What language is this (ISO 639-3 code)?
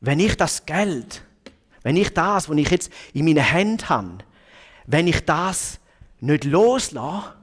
gsw